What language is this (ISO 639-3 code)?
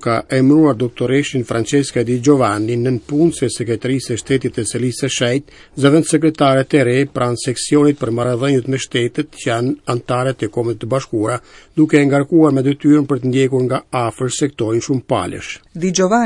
sqi